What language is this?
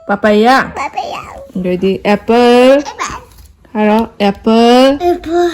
Manipuri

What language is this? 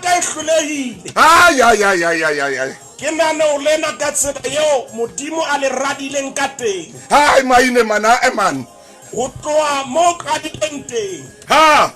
Southern Sotho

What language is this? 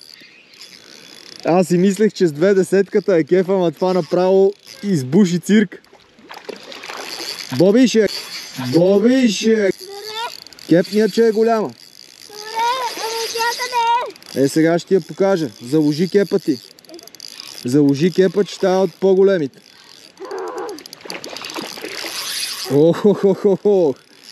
Bulgarian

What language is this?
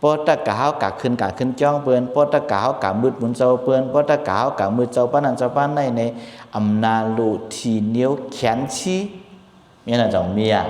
Shan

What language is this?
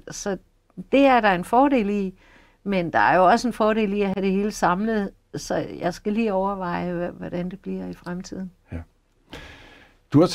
Danish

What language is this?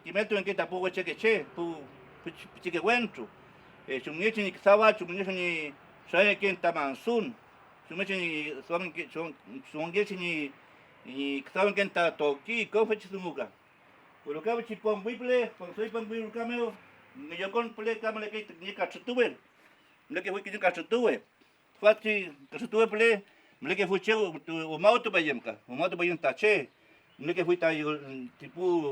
Mapuche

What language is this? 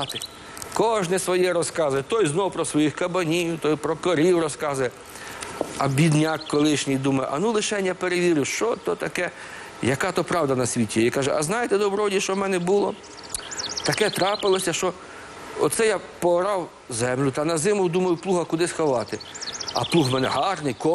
Ukrainian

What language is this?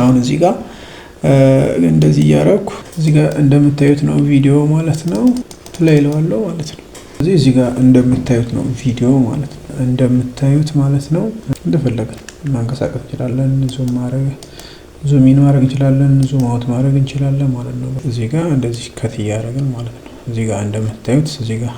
Amharic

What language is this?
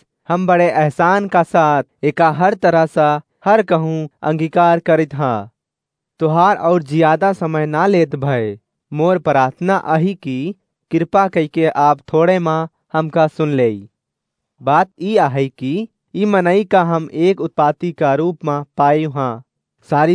Awadhi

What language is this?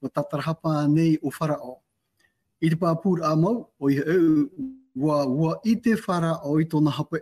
Tahitian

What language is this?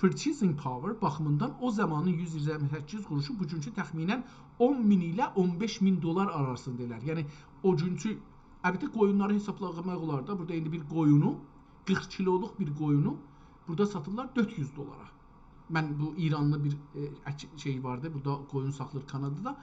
South Azerbaijani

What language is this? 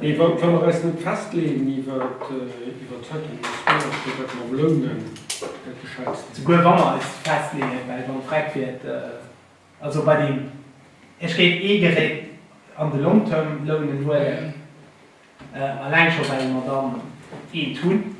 Luxembourgish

